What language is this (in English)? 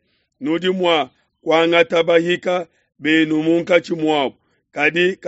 Luba-Lulua